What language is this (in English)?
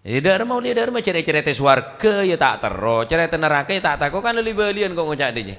Madurese